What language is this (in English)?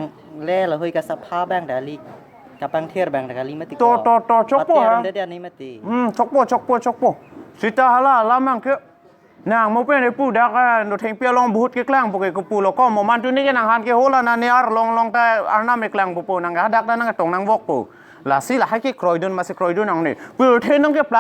Karbi